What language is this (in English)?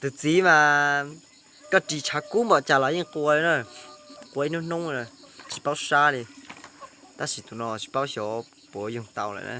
Hmong